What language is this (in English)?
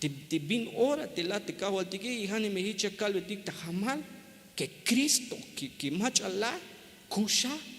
Tzeltal